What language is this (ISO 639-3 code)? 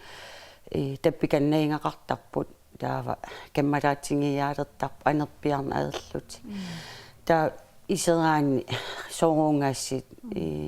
kal